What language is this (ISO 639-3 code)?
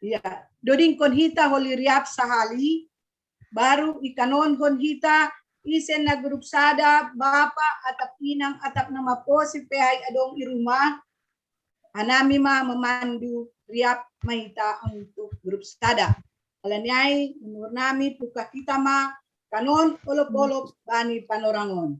bts